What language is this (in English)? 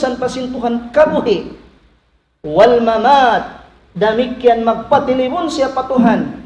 Tausug